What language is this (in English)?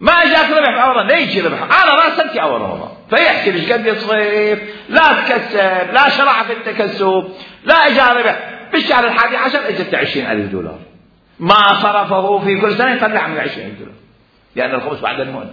Mesopotamian Arabic